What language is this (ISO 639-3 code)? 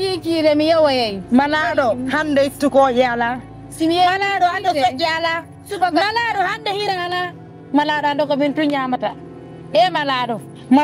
ful